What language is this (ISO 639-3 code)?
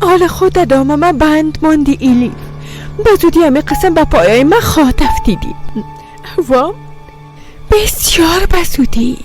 fas